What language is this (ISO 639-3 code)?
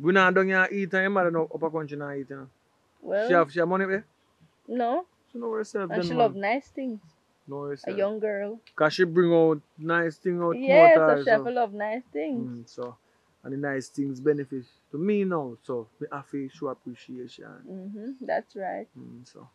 jam